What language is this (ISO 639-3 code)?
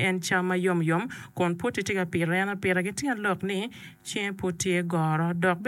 ach